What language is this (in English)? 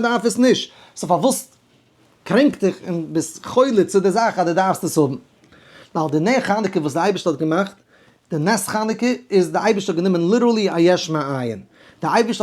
Yiddish